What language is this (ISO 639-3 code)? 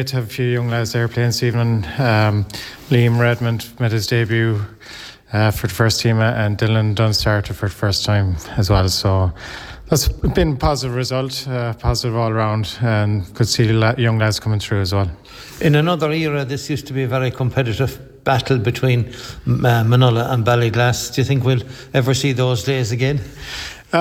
eng